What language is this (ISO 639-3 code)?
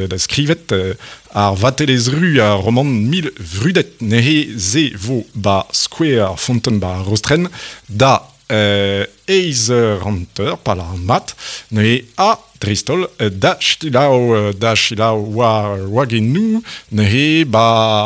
bre